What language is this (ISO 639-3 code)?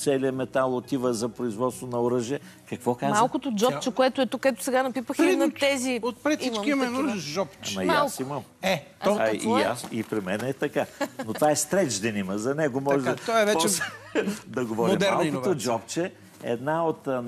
bul